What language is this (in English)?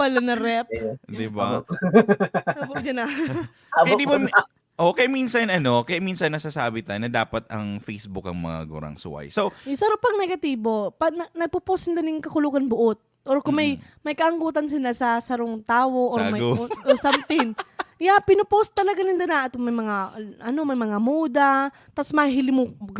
Bikol